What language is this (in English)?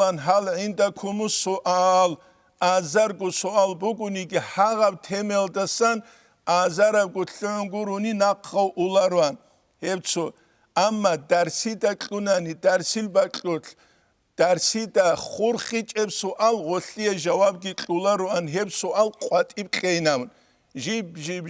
Avaric